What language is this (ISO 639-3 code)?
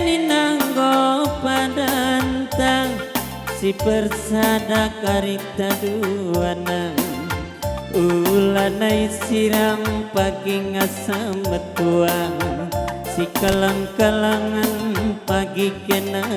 btx